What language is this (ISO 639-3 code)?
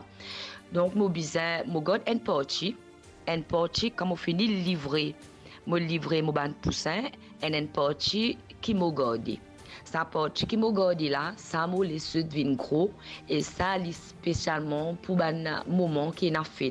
mfe